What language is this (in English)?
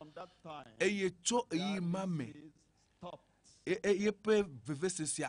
Ewe